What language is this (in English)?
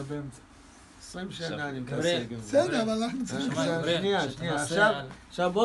Hebrew